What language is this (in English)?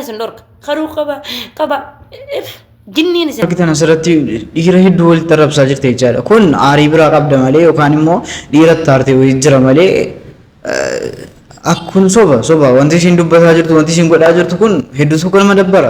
Oromo